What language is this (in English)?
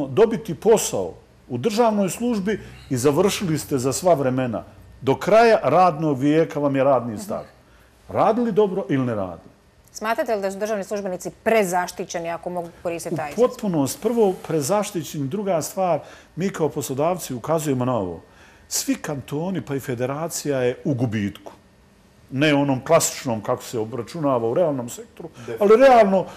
Bosnian